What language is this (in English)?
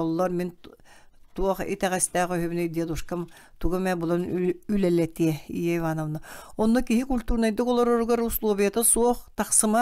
Yakut